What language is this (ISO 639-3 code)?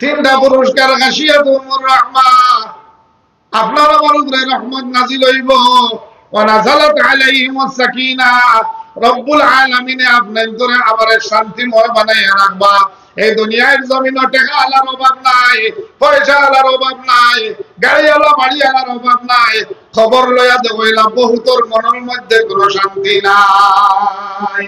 syl